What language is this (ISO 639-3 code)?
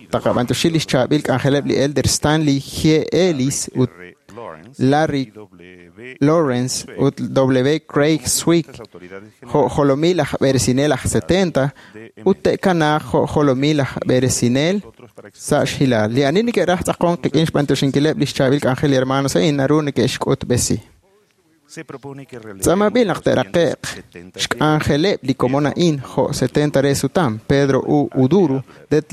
kek